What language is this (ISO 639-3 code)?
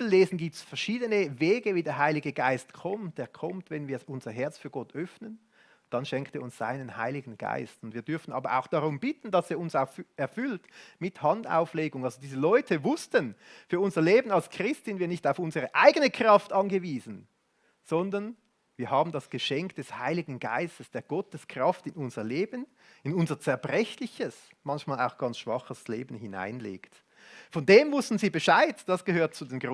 gsw